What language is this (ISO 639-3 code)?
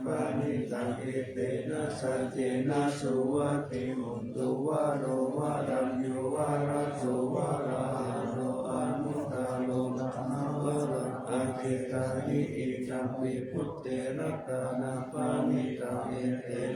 pli